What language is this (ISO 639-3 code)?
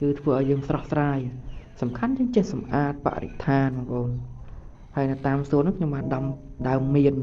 khm